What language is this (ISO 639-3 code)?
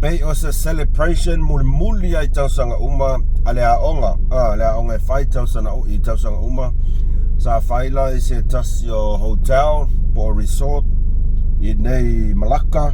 smo